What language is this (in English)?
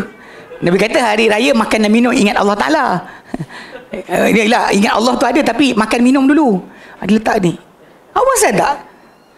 Malay